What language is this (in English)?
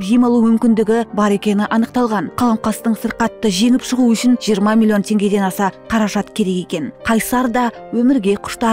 Kazakh